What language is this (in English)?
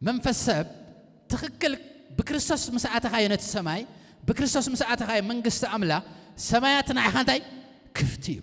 Tigrinya